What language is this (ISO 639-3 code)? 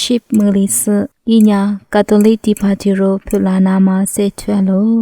lis